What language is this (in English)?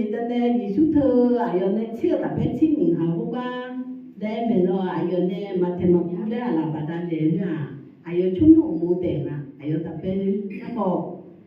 Akha